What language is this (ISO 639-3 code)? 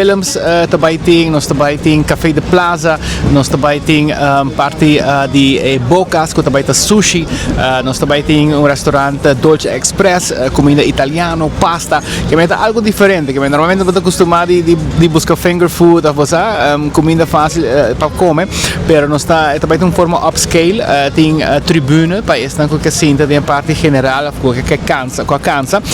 pap